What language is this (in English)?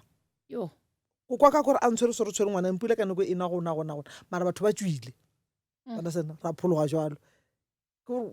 Northern Sotho